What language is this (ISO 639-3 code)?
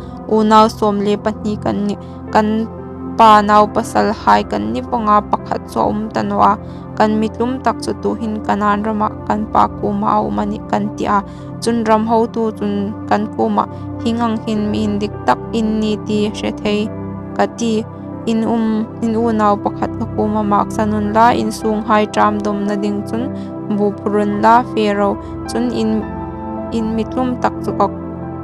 hmr